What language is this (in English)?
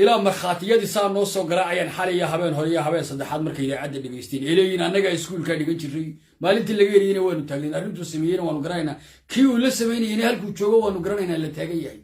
Somali